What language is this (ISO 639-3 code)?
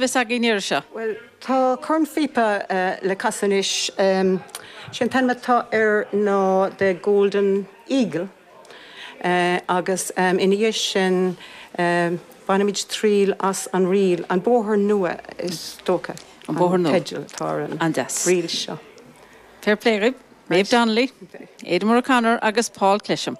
gle